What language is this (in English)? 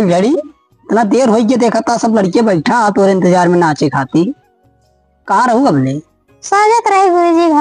Awadhi